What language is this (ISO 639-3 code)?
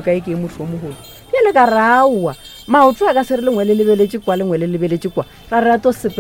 nso